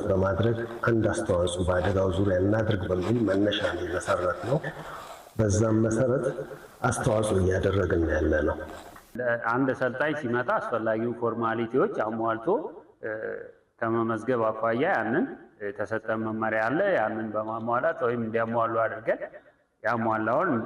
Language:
Amharic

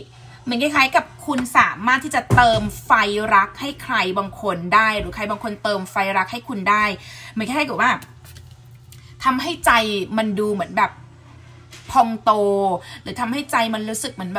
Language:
Thai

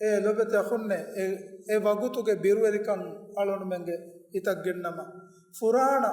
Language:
Divehi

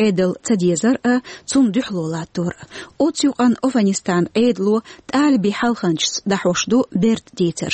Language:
Chechen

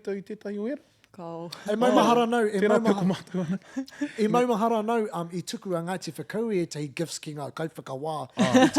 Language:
Māori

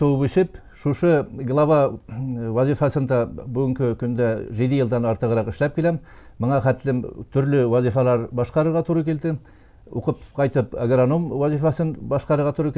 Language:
Bashkir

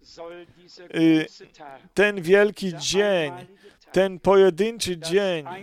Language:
Polish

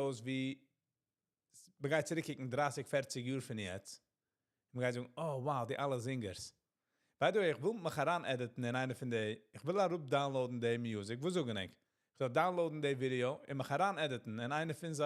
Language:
Yiddish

